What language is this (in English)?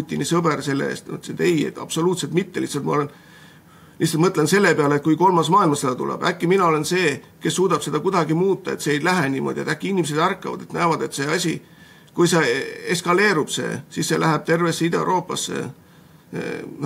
Estonian